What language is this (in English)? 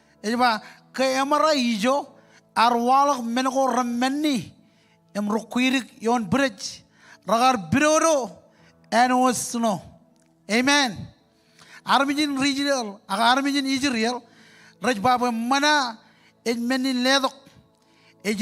Marshallese